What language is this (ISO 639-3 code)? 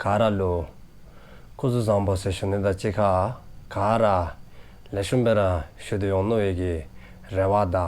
dzo